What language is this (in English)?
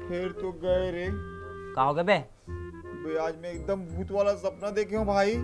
Chhattisgarhi